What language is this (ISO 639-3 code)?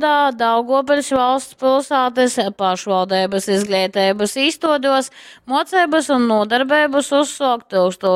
ltg